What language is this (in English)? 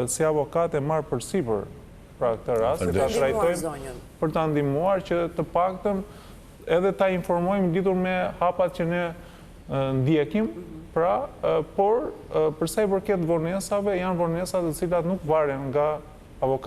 Albanian